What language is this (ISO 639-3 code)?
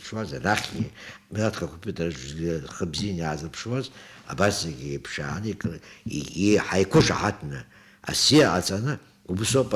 abk